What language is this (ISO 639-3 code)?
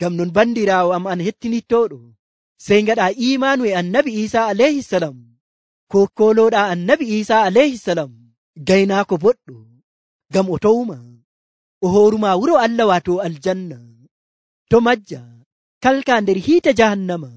fuv